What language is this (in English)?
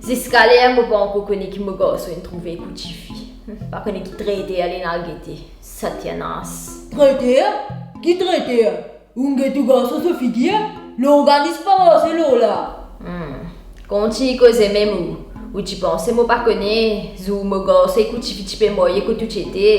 Morisyen